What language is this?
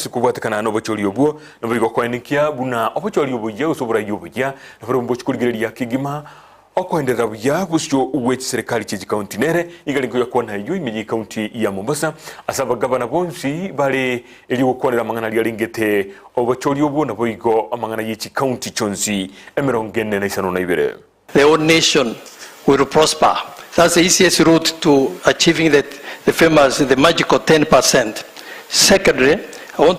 Gusii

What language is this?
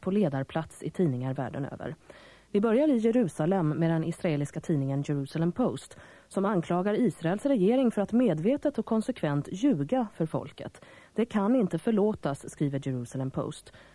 Swedish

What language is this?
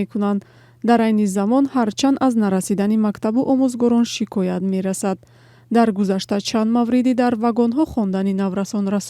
Tajik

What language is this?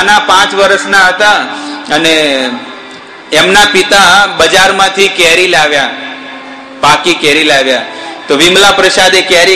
Gujarati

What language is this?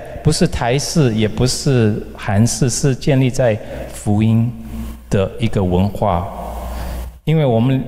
Chinese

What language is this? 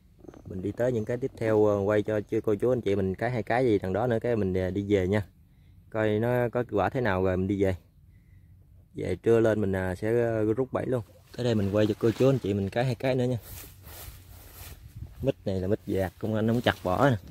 Vietnamese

